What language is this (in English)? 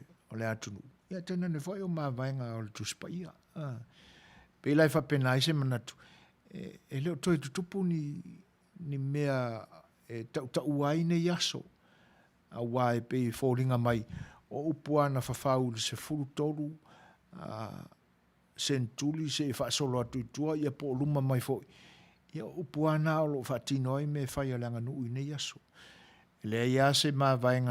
Samoan